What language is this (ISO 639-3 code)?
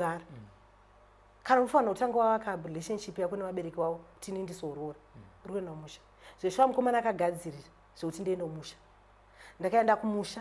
sna